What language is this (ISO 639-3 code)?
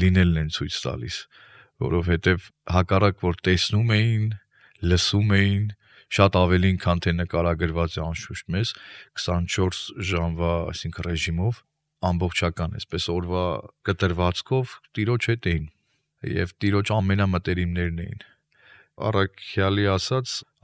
hye